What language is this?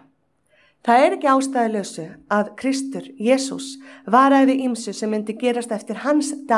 Icelandic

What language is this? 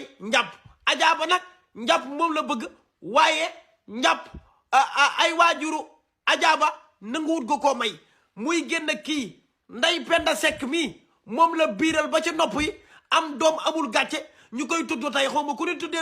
Wolof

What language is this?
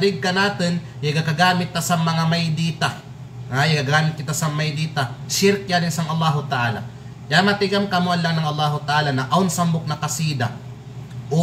Kalagan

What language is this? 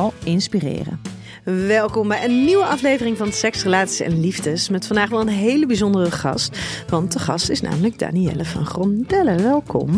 Dutch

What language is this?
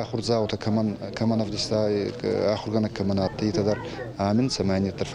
Ossetic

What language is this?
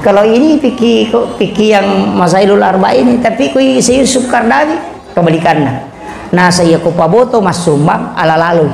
Buginese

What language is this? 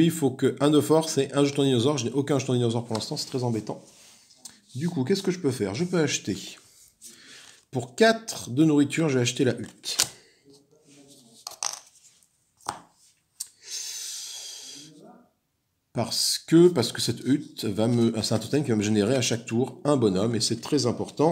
French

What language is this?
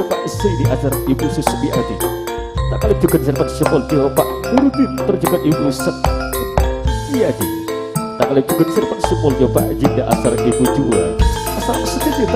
Madurese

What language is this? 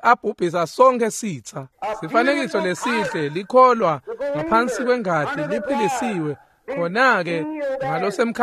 Swati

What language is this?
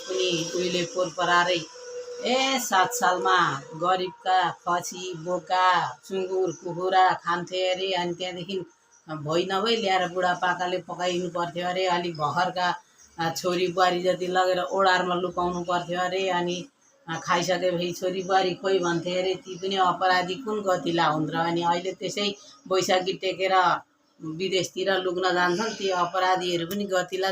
Nepali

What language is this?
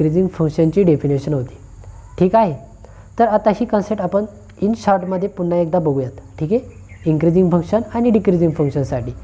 Marathi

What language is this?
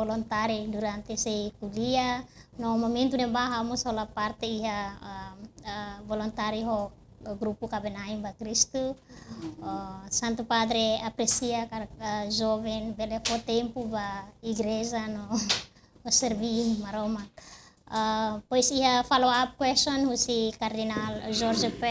Tetum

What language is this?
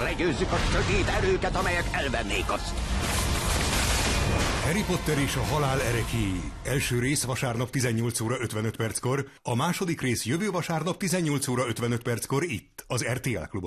Hungarian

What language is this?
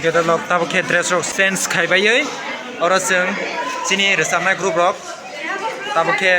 Kok Borok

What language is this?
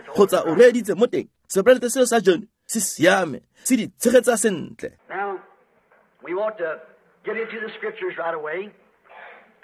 Tswana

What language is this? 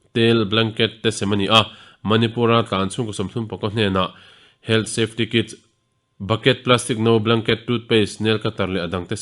Mizo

